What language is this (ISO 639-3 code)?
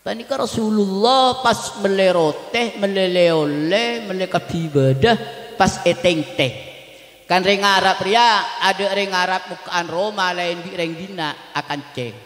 mad